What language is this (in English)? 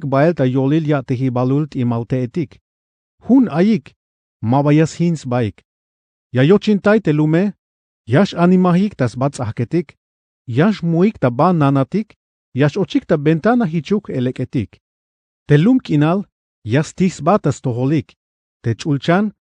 Tzeltal